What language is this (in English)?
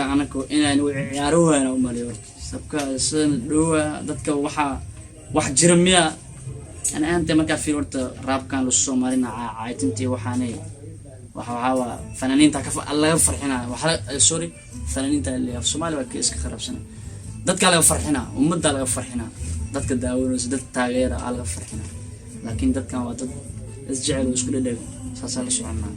Somali